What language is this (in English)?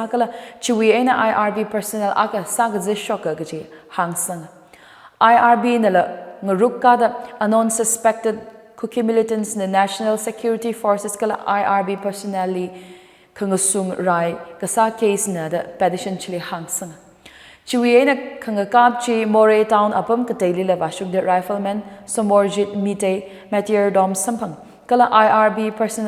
Tangkhul Naga (India)